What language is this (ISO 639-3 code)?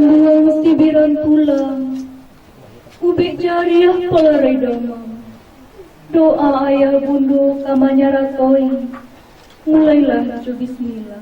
min